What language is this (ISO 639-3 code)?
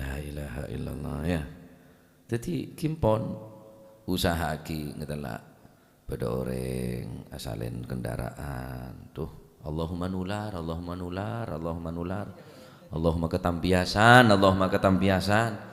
mad